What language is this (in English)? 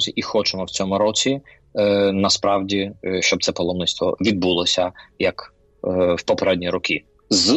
Ukrainian